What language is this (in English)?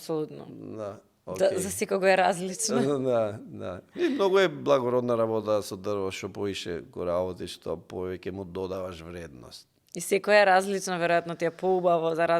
Macedonian